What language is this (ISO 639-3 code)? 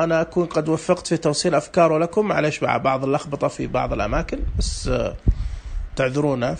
ars